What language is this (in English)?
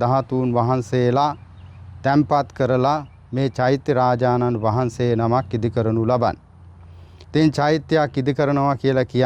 Sinhala